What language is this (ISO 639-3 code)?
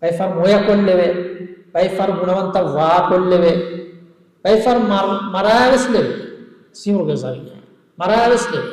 div